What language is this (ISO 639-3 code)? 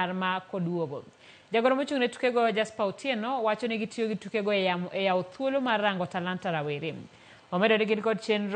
luo